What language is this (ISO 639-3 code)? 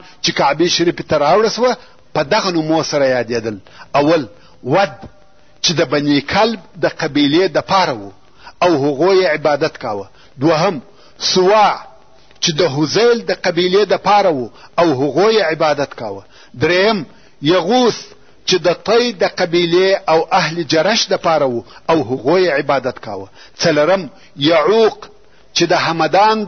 pus